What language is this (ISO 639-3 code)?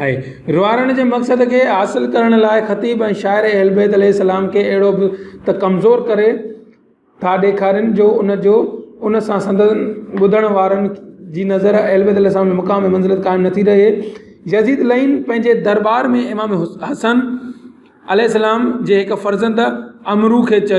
snd